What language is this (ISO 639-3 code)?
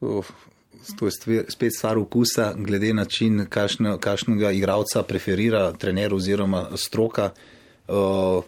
slv